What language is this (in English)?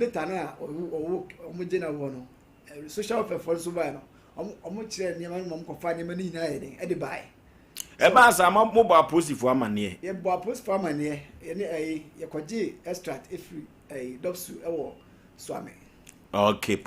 Akan